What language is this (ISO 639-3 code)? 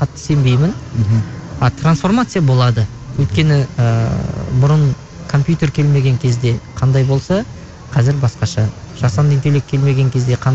kaz